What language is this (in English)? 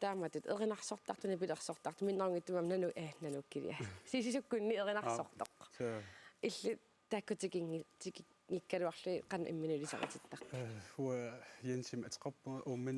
Kalaallisut